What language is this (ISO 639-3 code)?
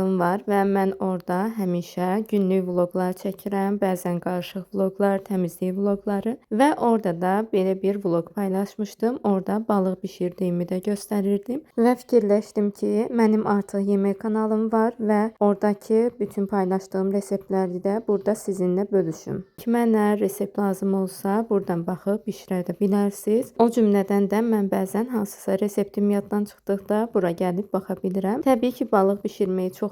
aze